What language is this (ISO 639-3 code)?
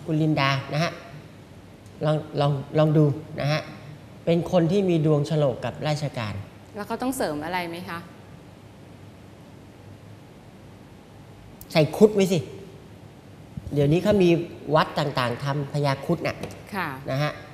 tha